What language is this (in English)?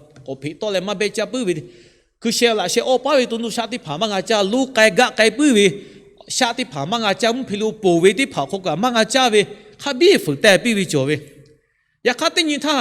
Lahu